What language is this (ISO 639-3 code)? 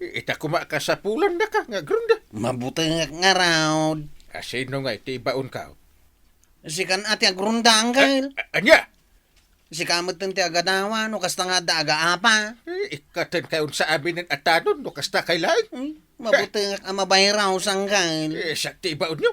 ilo